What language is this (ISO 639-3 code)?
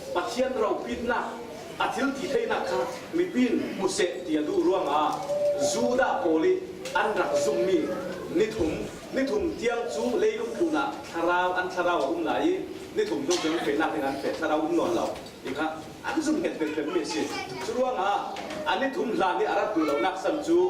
cfm